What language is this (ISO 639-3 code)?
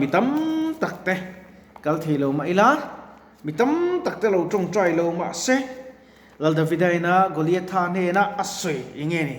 lus